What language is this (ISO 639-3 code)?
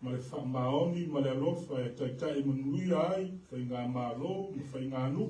smo